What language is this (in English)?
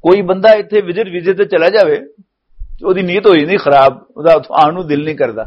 Western Panjabi